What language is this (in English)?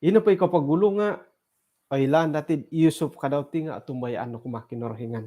Central Dusun